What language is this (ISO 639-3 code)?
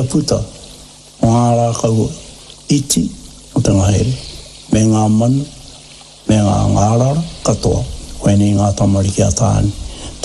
mri